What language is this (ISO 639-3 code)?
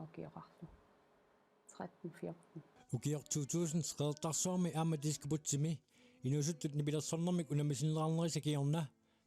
kal